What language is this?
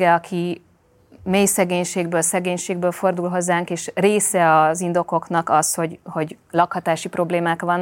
Hungarian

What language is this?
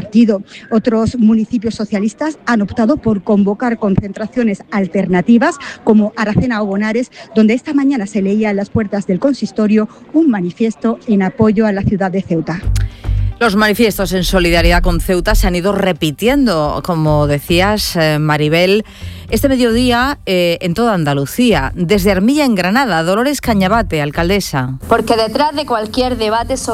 Spanish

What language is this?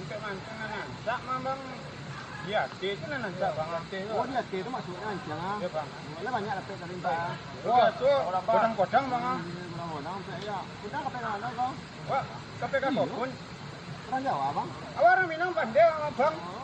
Minangkabau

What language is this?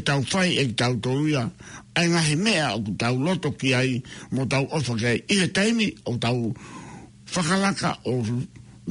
Tongan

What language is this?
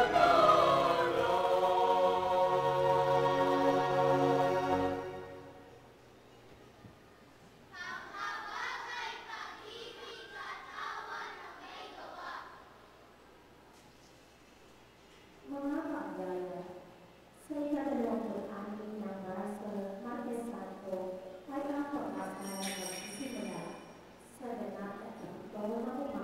Filipino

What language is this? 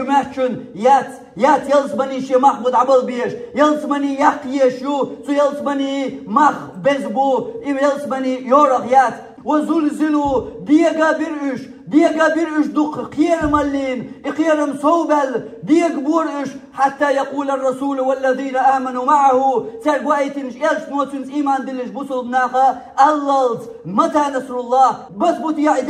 Chechen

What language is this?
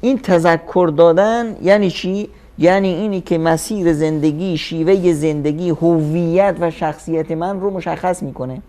Persian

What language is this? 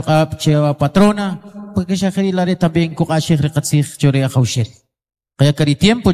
Kʼicheʼ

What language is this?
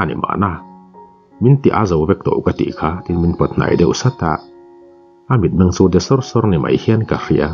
Mizo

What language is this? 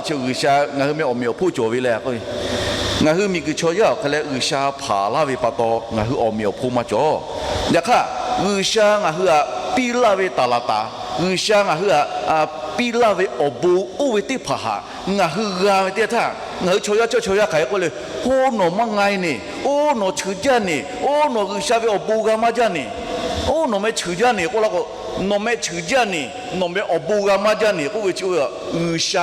Lahu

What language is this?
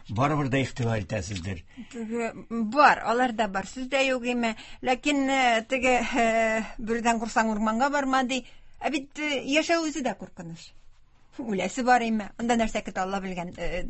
Tatar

